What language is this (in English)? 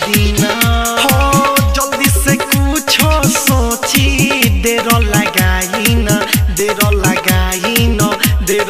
Bhojpuri